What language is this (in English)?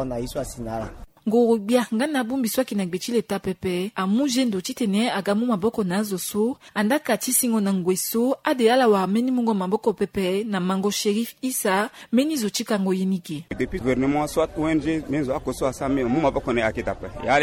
Sango